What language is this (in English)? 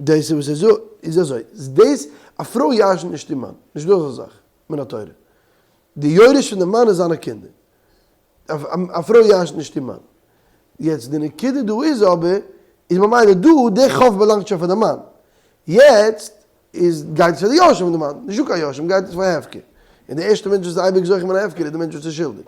Yiddish